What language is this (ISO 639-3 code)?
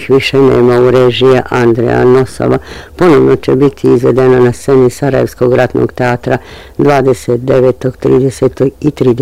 bos